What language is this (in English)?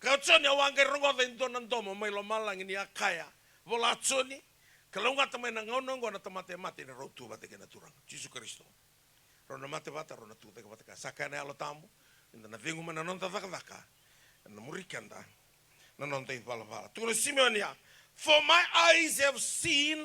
Fijian